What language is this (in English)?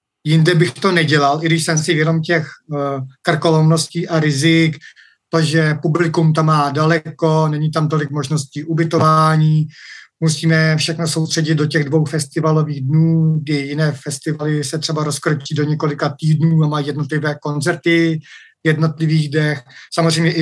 Czech